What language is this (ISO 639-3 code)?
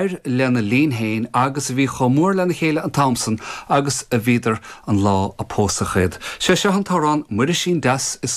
gle